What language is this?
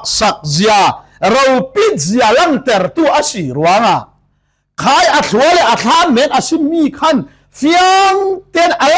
Falam Chin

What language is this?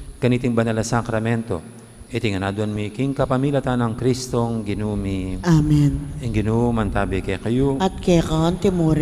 Pampanga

